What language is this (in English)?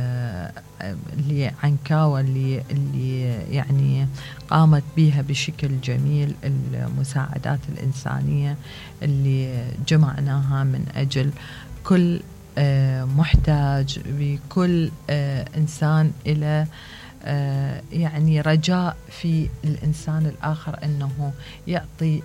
Mesopotamian Arabic